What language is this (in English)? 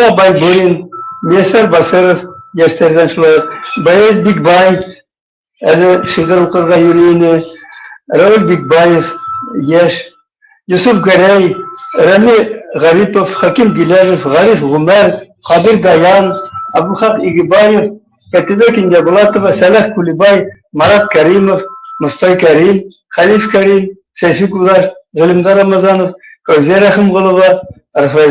Bashkir